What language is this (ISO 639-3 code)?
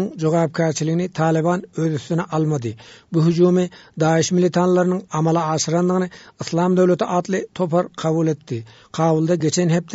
tuk